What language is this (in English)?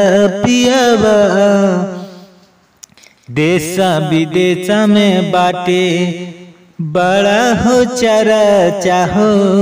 Bhojpuri